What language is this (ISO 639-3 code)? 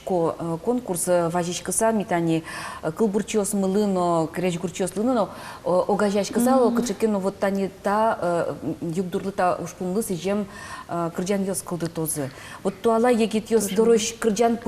udm